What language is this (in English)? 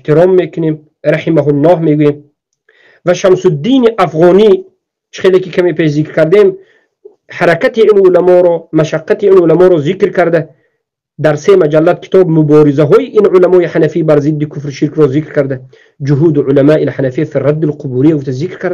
Tajik